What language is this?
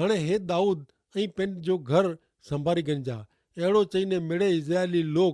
Kachhi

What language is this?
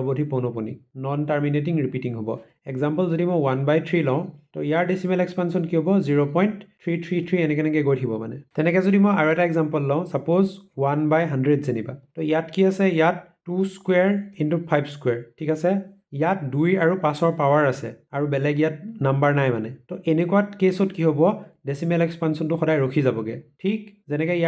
Assamese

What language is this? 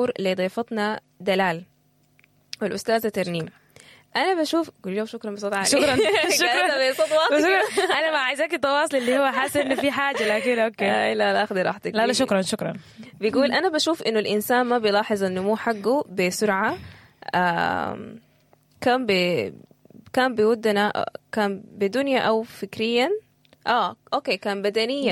Sudanese Arabic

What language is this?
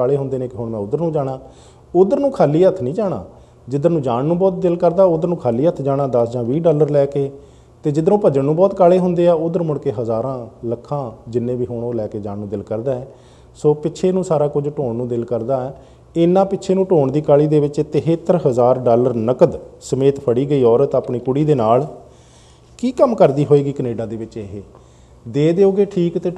Punjabi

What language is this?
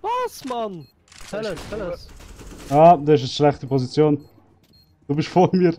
Swiss German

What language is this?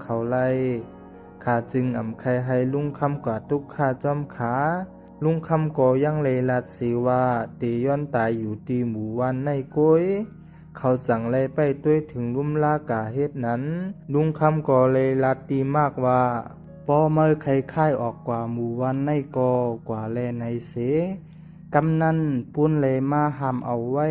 Shan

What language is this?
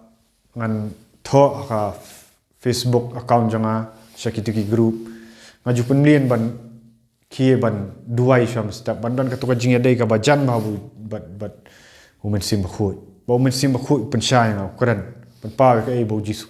Khasi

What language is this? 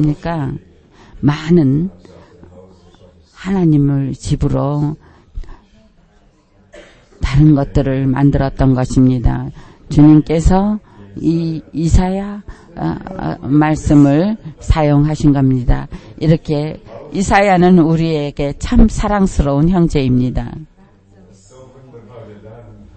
Korean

